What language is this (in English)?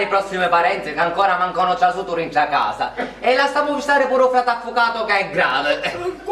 Sicilian